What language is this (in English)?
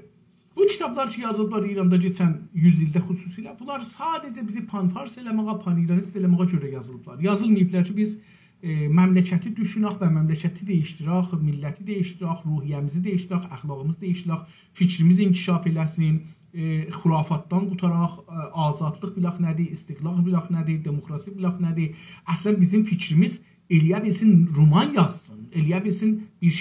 South Azerbaijani